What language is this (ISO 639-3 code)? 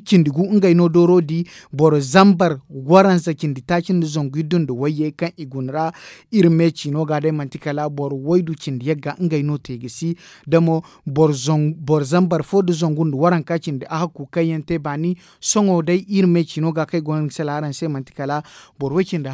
dje